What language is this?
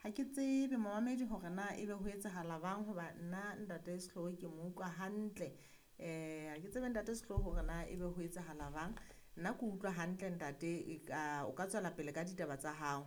Southern Sotho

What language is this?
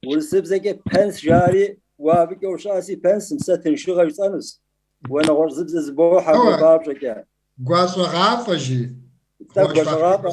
Kabardian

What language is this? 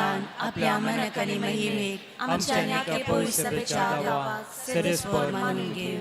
Konkani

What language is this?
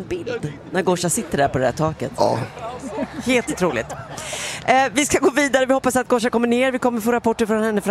Swedish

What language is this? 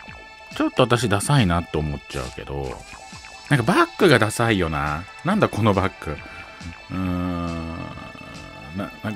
Japanese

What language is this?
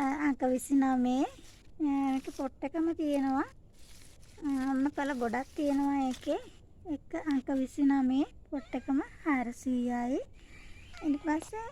Sinhala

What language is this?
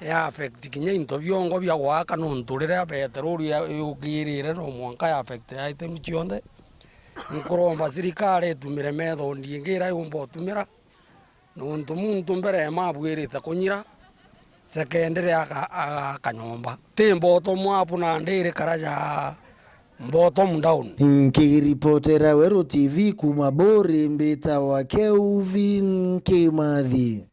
Meru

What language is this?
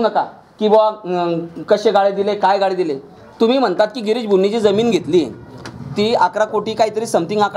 Marathi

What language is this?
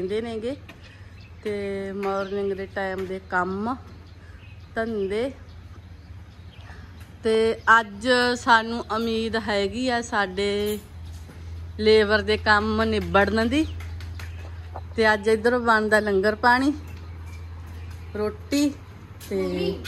Punjabi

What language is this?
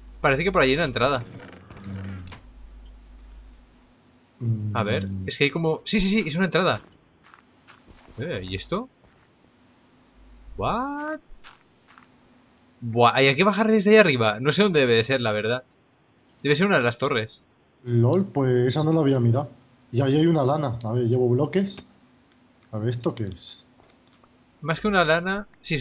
Spanish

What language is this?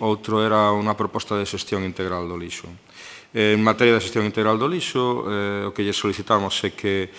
Galician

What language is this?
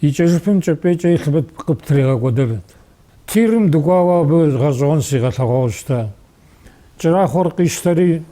Kabardian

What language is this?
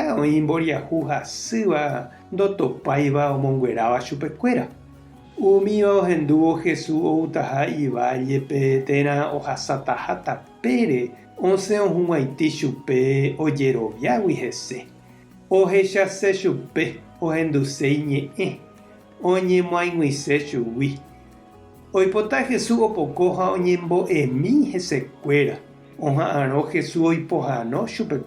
Guarani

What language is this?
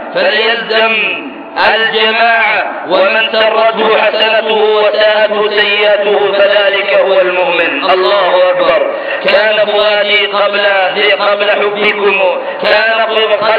Arabic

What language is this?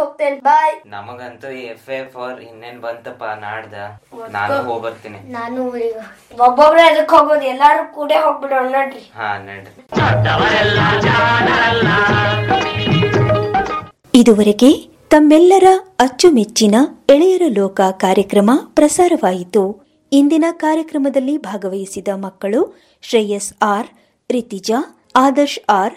Kannada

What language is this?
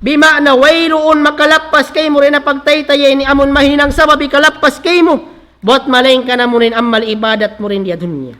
Tausug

